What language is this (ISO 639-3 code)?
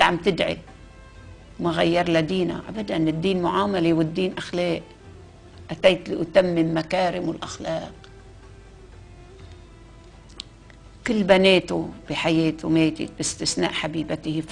apc